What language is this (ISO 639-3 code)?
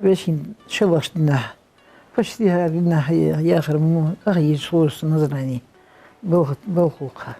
inh